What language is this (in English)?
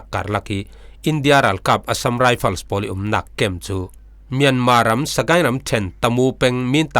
Falam Chin